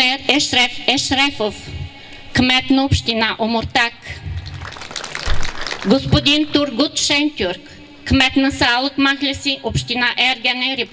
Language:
Bulgarian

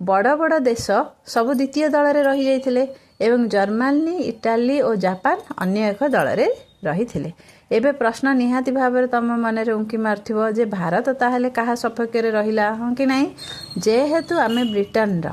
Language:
Odia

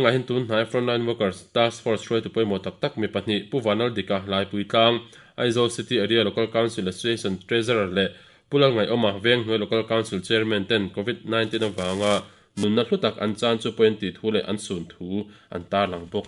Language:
Mizo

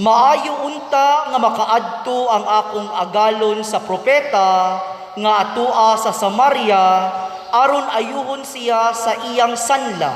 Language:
Cebuano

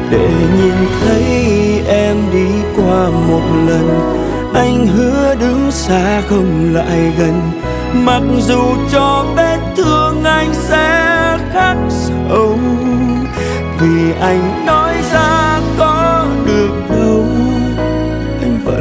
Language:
Vietnamese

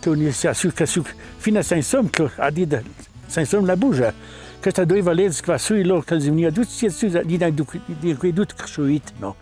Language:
Ladin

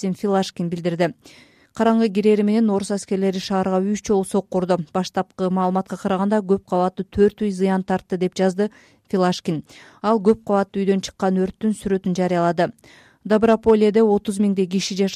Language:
Kyrgyz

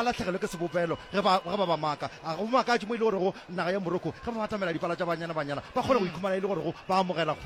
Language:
Northern Sotho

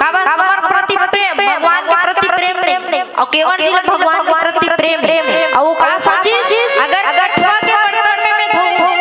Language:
Chhattisgarhi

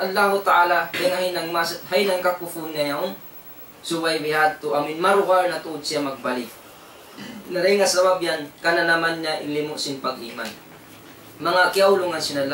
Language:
Tausug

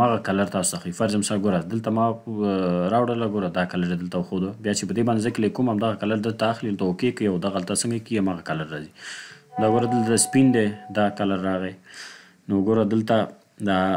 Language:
Pashto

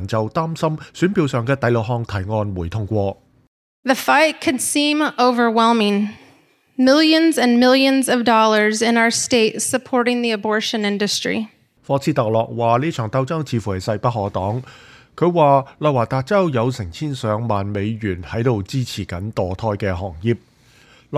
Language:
Cantonese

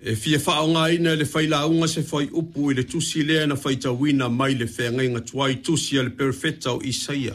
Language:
Samoan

